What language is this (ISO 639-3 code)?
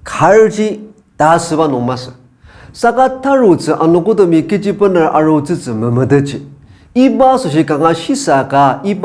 njo